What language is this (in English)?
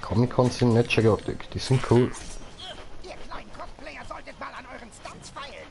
Swiss German